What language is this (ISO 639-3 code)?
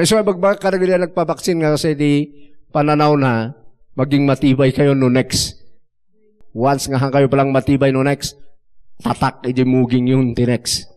ilo